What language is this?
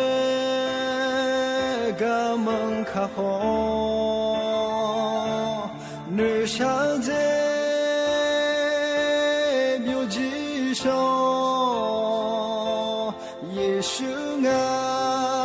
Akha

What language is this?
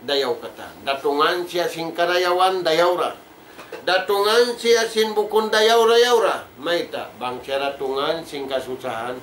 Tausug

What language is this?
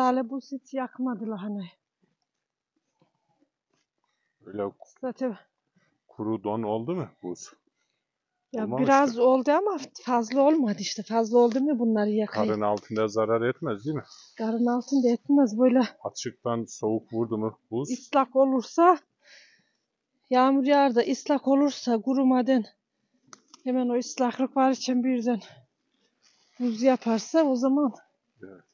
Turkish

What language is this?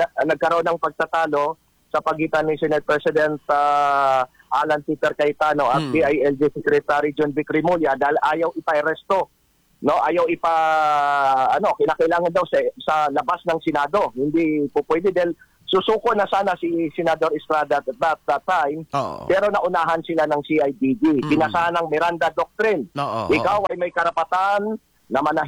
Filipino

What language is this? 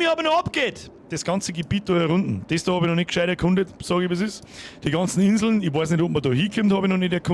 Bavarian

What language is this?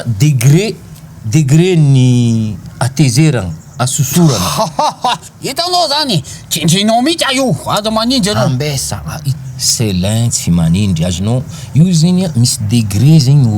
Malagasy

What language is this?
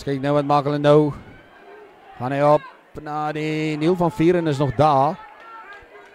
Afrikaans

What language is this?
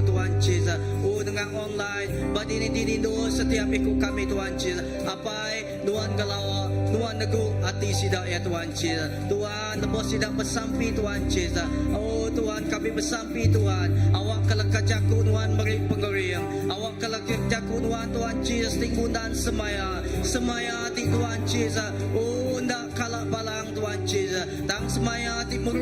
Iban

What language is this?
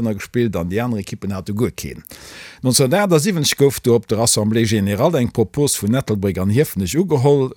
Luxembourgish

